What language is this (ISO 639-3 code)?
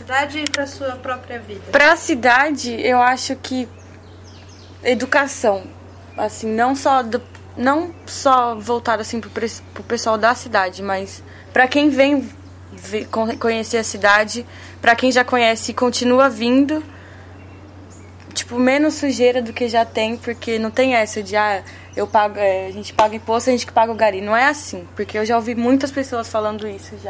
por